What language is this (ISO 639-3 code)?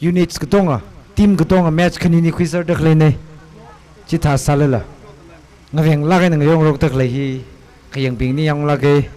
nmf